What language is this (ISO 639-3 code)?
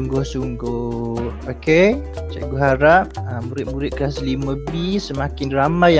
msa